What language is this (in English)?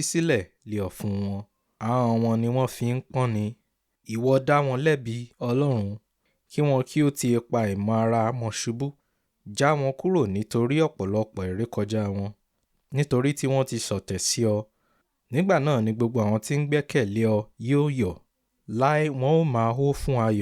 Yoruba